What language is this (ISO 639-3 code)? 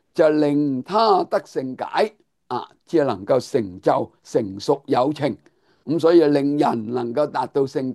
yue